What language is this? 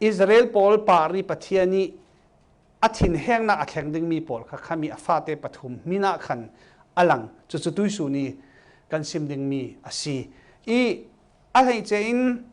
Falam Chin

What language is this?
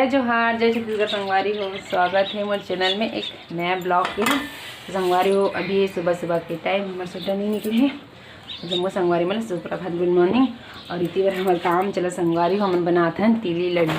Chhattisgarhi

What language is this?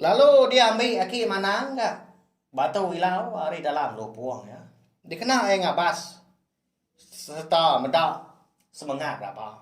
Iban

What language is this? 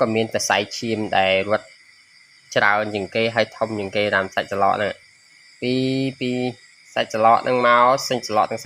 Khmer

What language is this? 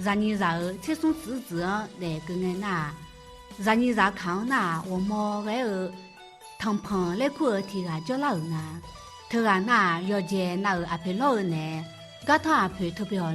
Akha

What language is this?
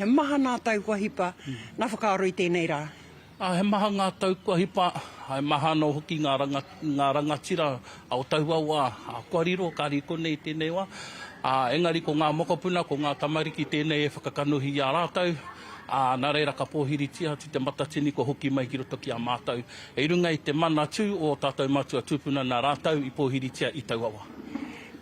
Māori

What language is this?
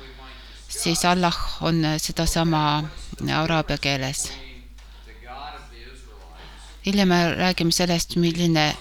Estonian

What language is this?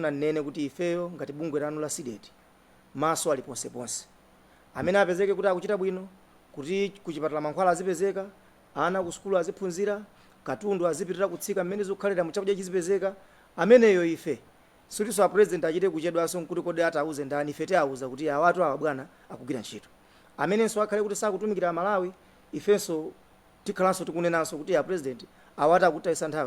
Nyanja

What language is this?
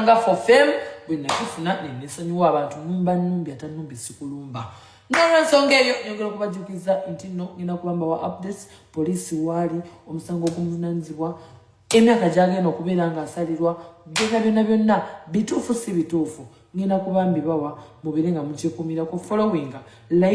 Ganda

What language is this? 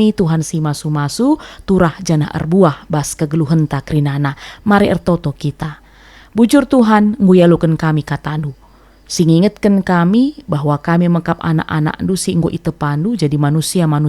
Batak Karo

